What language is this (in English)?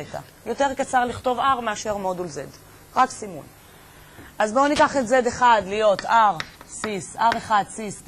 Hebrew